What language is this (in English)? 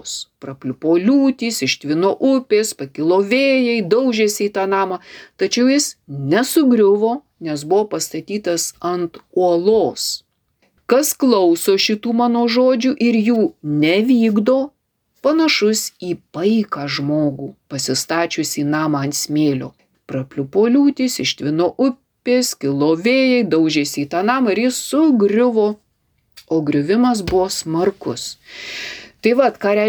Lithuanian